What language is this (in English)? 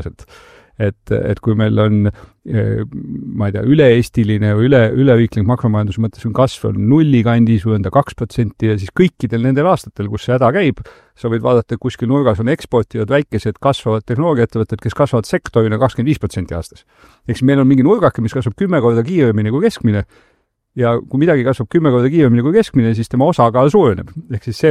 Estonian